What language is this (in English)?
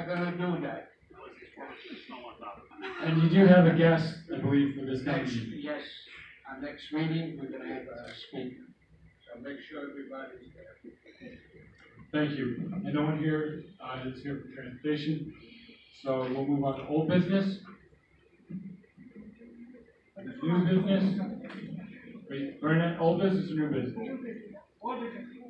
English